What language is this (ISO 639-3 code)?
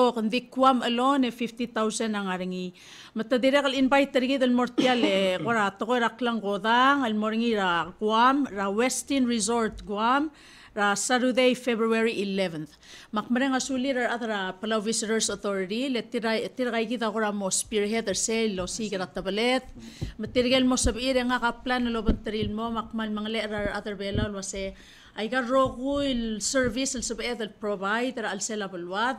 pau